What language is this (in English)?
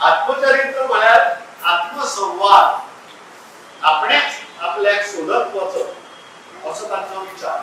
Konkani